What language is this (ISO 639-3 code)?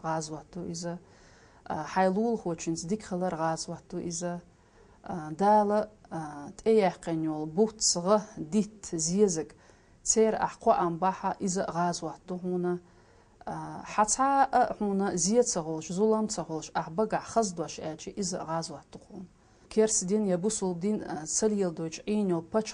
che